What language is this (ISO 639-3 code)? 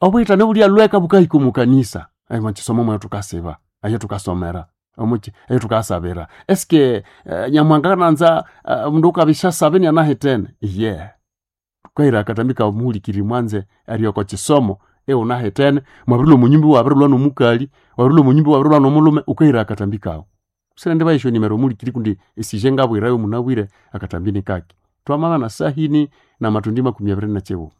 nnb